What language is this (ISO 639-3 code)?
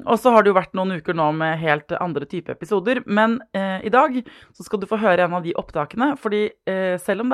nor